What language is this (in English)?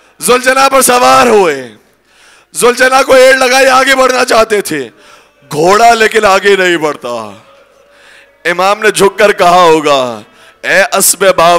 Urdu